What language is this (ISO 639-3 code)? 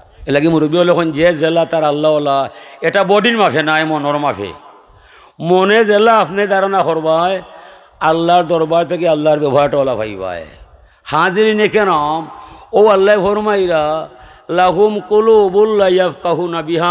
syl